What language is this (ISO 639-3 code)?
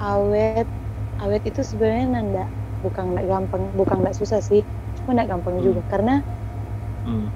xmm